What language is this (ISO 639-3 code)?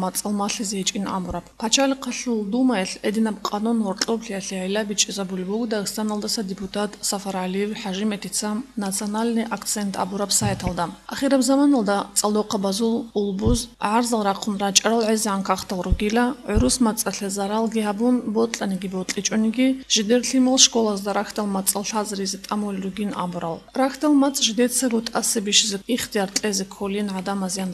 ava